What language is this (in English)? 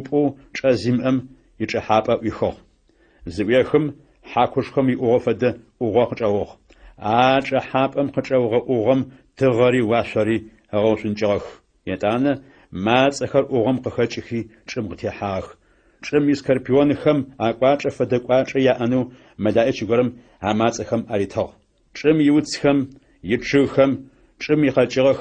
Adyghe